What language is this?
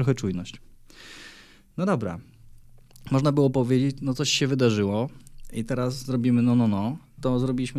Polish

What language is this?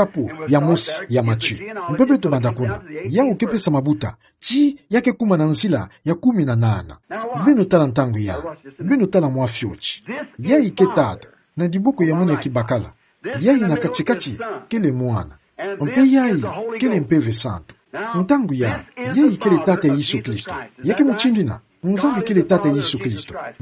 Kituba (Democratic Republic of Congo)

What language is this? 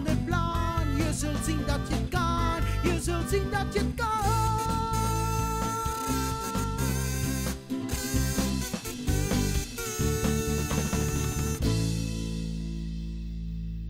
Dutch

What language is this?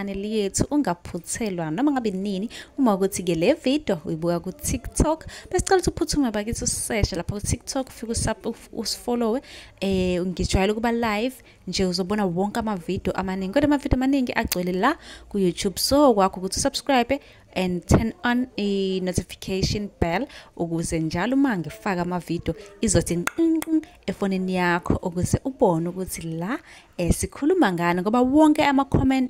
Zulu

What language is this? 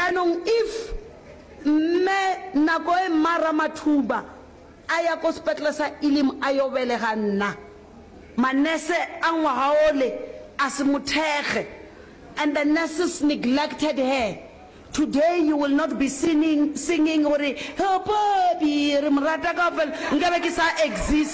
Northern Sotho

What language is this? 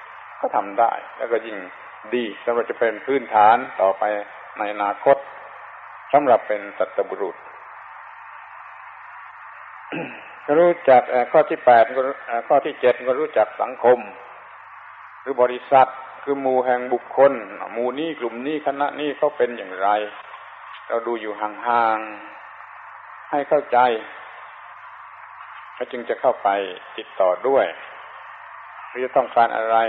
Thai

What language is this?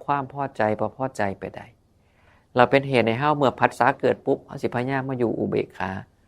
Northeastern Thai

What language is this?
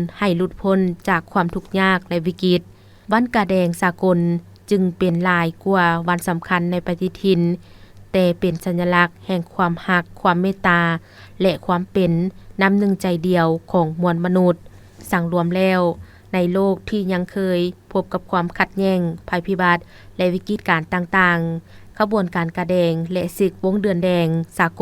Lao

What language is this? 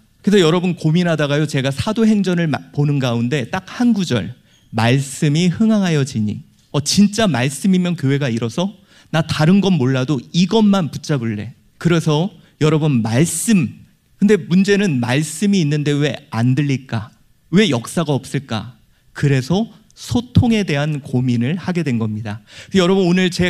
Korean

